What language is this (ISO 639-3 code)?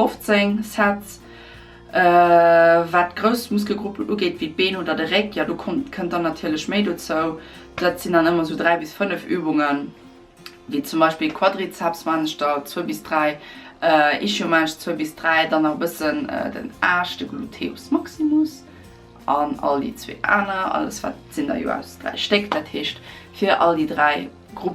ltz